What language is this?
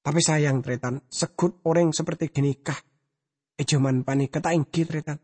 Madurese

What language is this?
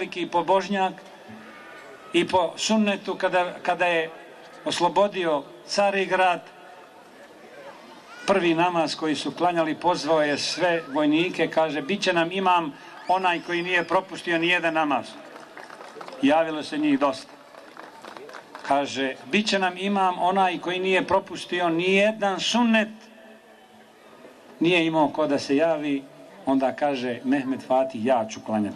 Bosnian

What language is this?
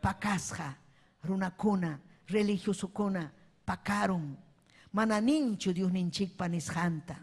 Ayacucho Quechua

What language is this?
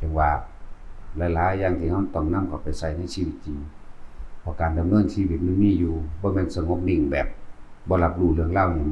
Lao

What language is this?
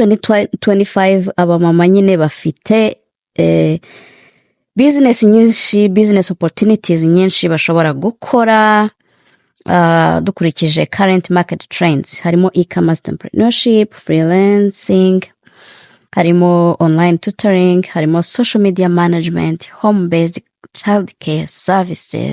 Kinyarwanda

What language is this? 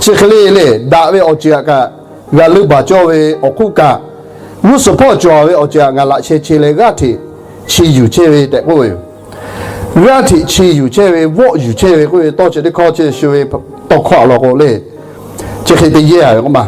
Lahu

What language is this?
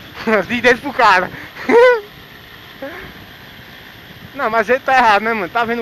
Portuguese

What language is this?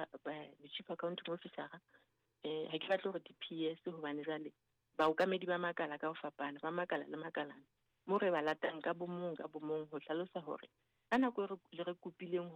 Southern Sotho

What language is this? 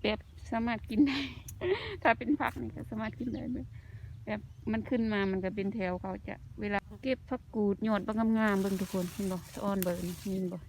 Lao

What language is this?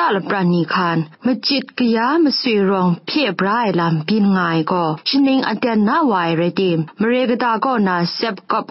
Kachin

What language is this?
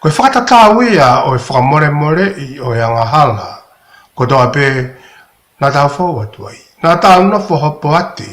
Tongan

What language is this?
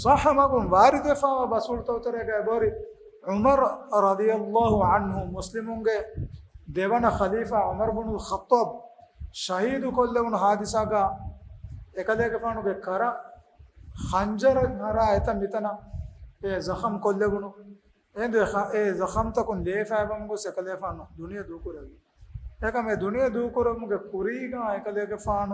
Divehi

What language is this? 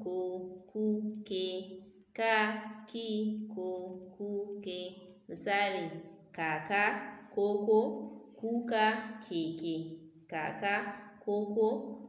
Hausa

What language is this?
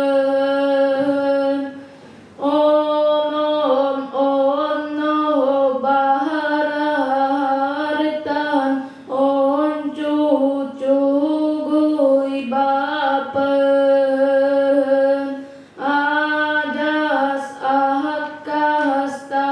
Yakut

